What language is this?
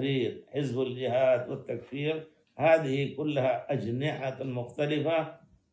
Arabic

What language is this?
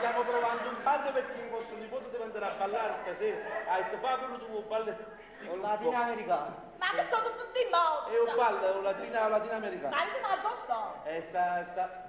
Neapolitan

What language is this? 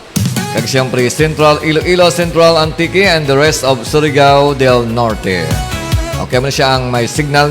Hiligaynon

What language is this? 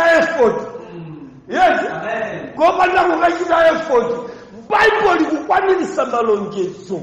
Nyanja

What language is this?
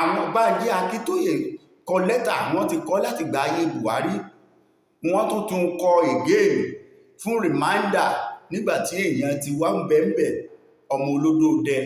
Yoruba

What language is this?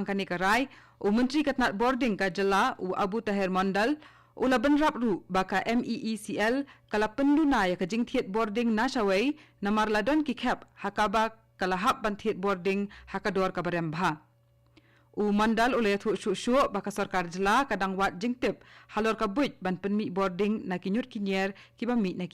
Khasi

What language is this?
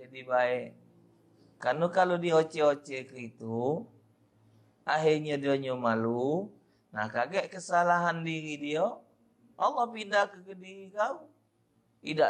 Musi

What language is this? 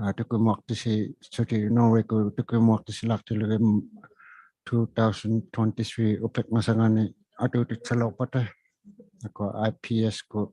Inuktitut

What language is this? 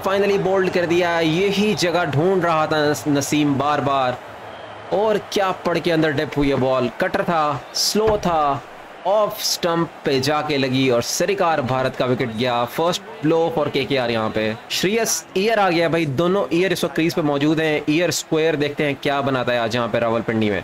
Hindi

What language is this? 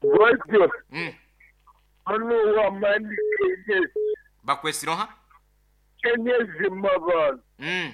Nyoro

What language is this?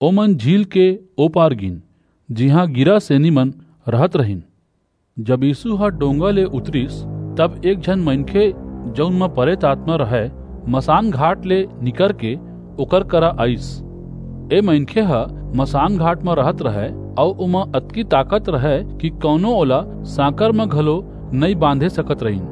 Chhattisgarhi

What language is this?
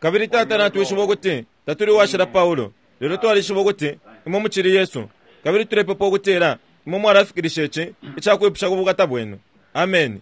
Bemba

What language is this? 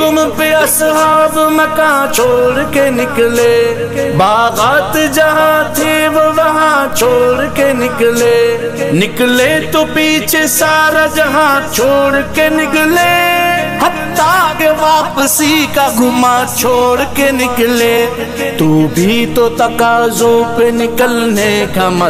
Urdu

